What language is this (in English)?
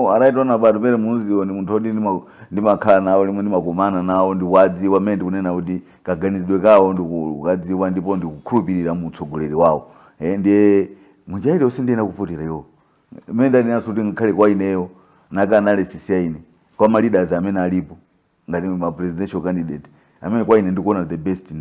Nyanja